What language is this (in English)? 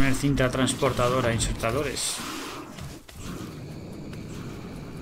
Spanish